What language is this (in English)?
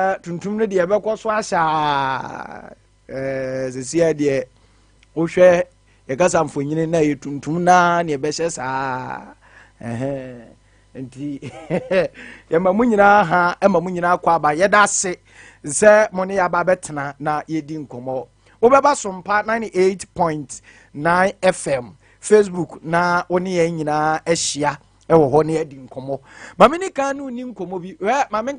Akan